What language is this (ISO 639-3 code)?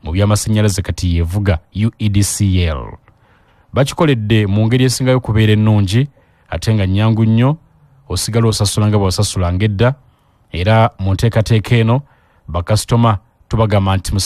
lug